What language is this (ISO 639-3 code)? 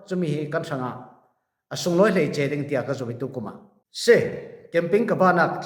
cfm